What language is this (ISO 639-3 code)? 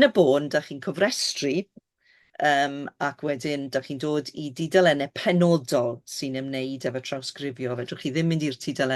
cym